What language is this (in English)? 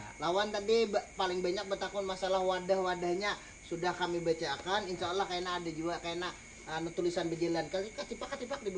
Banjar